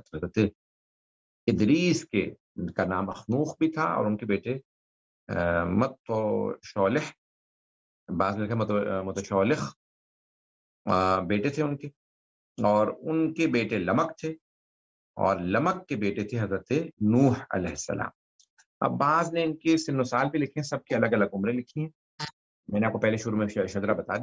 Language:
Urdu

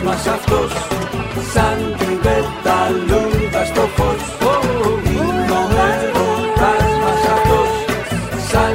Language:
Greek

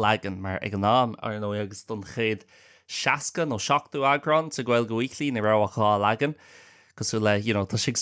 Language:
Irish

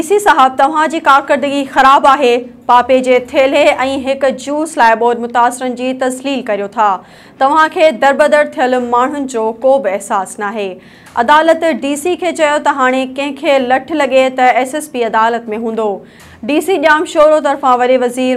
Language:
Sindhi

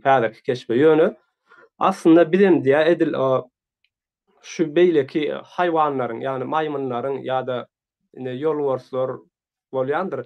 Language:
Turkmen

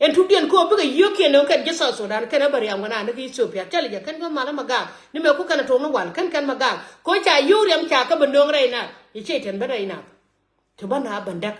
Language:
Nuer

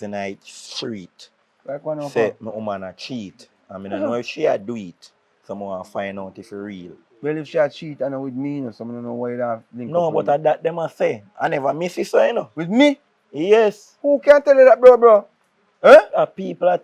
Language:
Jamaican Creole English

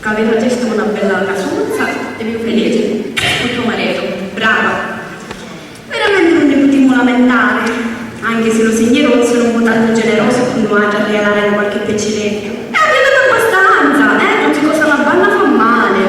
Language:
Sicilian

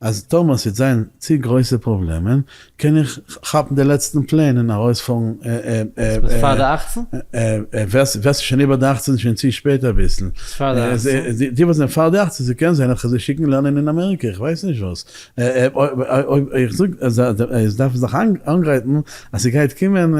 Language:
Yiddish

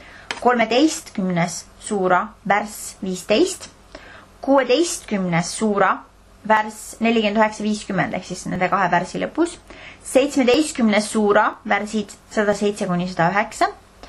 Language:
Estonian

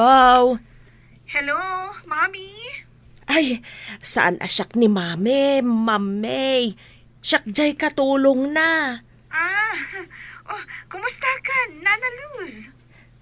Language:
Iloko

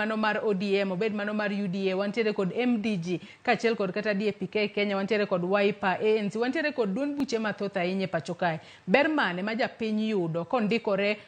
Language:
Luo (Kenya and Tanzania)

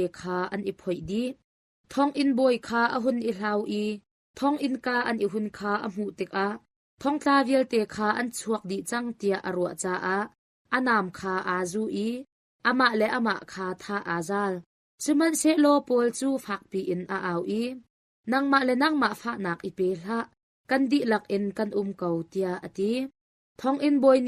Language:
Hakha Chin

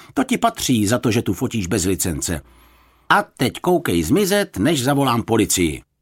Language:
Czech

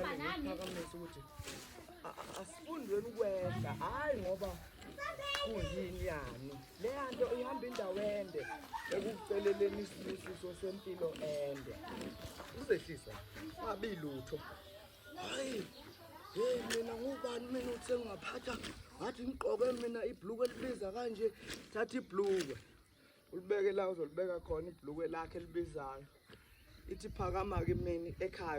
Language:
Zulu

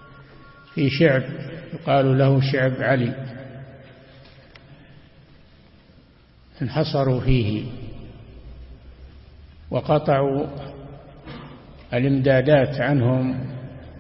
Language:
Arabic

